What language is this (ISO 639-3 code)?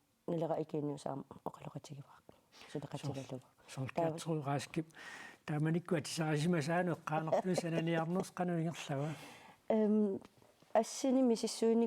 kal